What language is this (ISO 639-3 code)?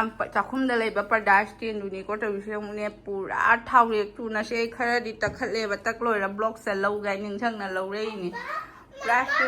mni